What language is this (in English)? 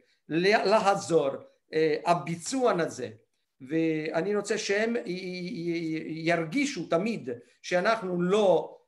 Hebrew